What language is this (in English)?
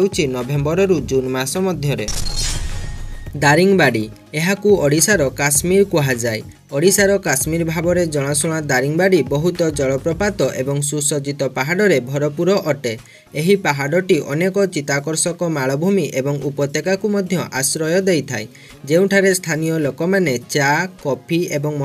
Odia